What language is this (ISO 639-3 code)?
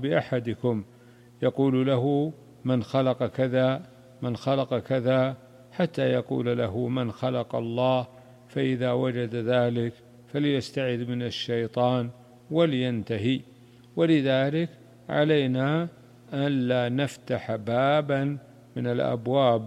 ara